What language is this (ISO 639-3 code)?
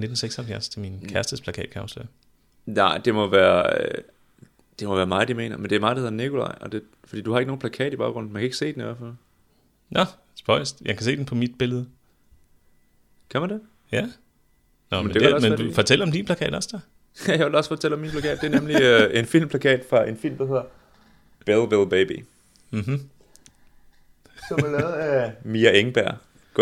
dan